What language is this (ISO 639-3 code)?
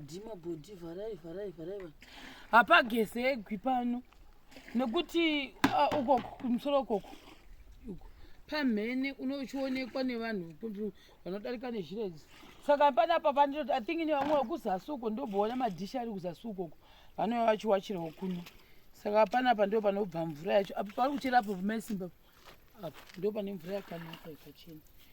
sna